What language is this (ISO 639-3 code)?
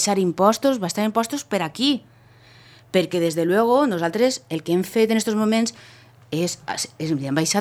cat